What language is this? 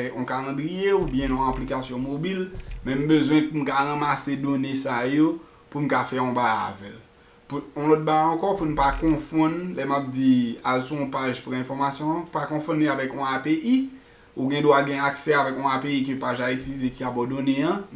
Haitian Creole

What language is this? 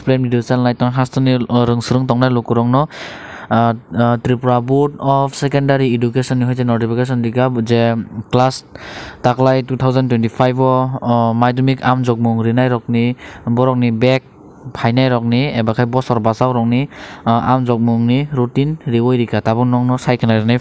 Kok Borok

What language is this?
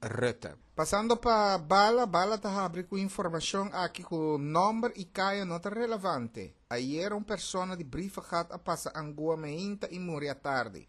Papiamento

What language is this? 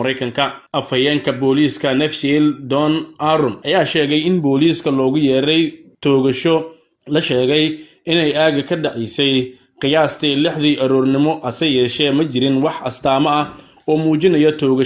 Somali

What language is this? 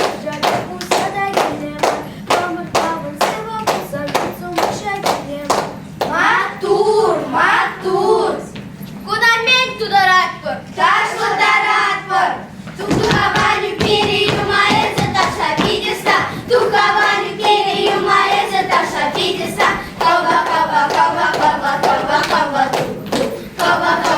Chuvash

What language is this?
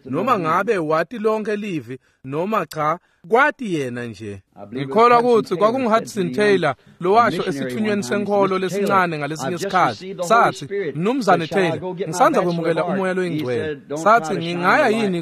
Swati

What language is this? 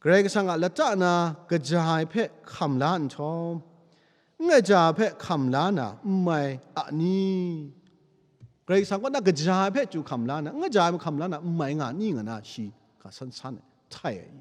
Kachin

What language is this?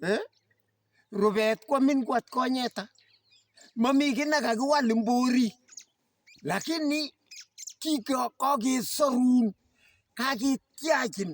Kalenjin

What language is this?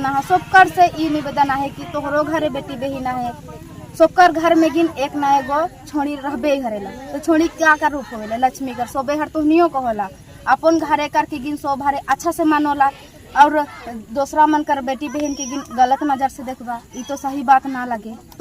Sadri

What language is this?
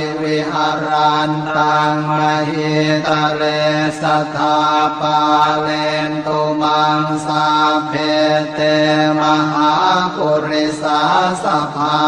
Pali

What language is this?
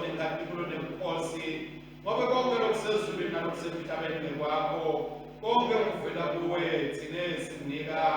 Swati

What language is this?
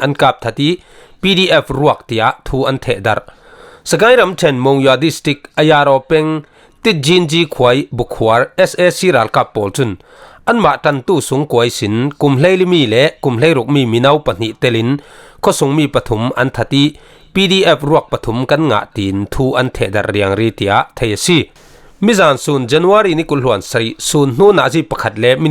Falam Chin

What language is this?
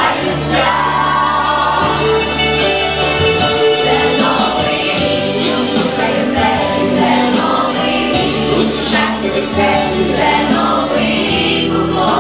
Ukrainian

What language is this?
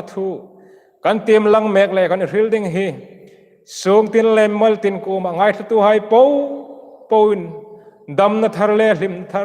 Hmar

